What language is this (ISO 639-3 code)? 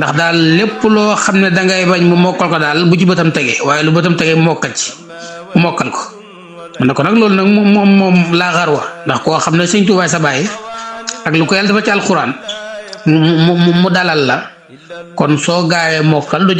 wol